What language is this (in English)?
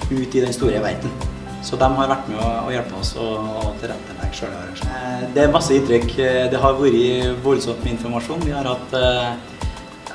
Norwegian